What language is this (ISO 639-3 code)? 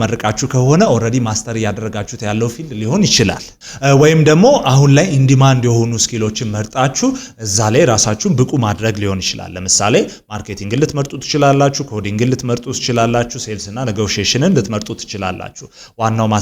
amh